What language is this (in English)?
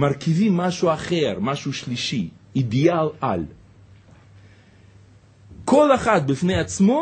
Hebrew